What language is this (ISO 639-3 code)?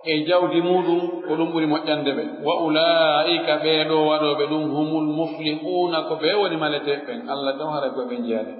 fuf